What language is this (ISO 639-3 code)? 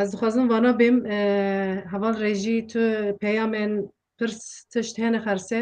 kur